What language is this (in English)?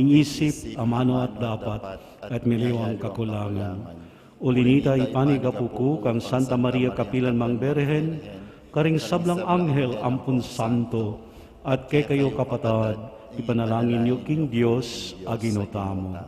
Pampanga